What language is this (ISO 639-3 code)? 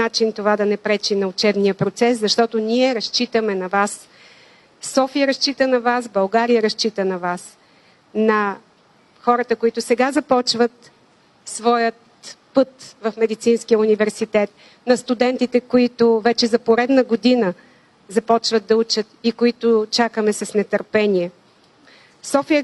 bul